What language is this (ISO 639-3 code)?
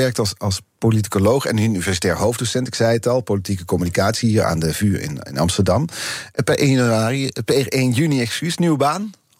nld